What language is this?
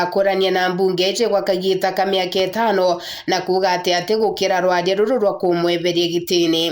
Meru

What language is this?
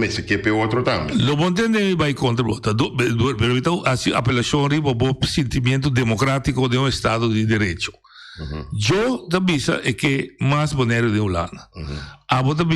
Papiamento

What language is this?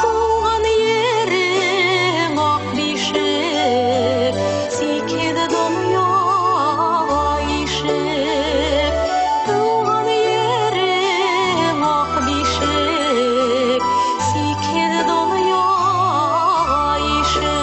Bashkir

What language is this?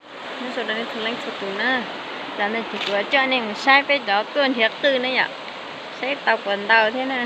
Hmong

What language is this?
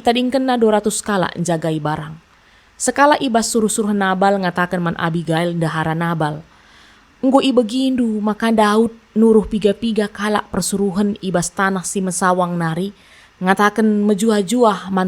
Batak Karo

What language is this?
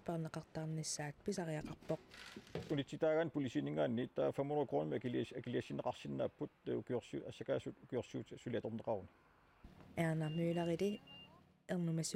Kalaallisut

